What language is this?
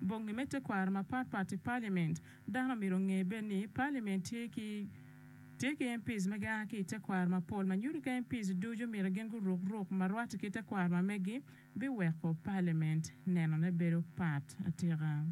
Acoli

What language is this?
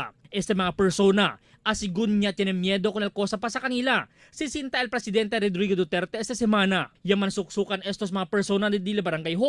Chavacano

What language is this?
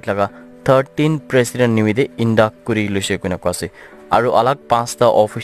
Naga Pidgin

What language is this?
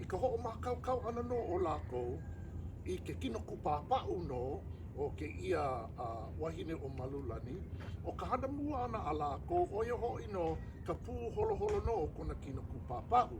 Hawaiian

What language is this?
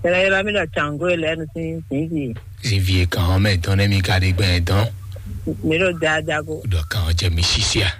Fon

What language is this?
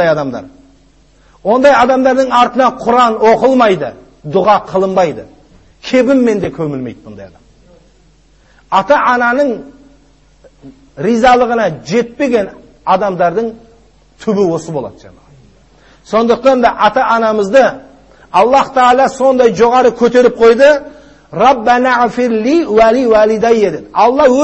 Kazakh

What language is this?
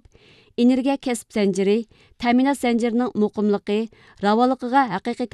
Uyghur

